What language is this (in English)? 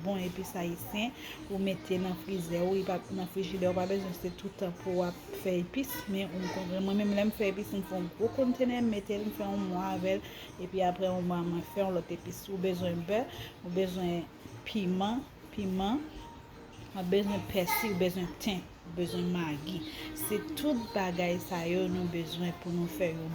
Haitian Creole